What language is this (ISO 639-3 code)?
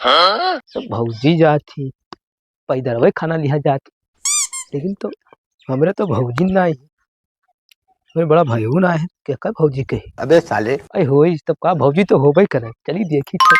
awa